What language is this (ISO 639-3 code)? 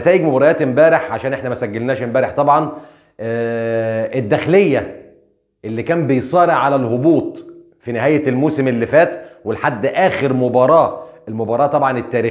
arz